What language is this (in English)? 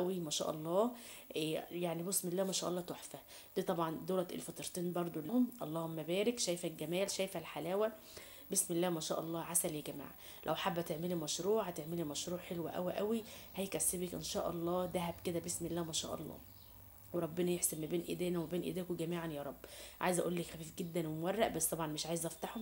Egyptian Arabic